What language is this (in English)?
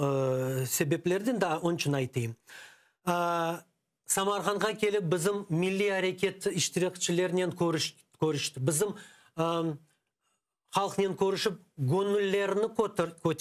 Crimean Tatar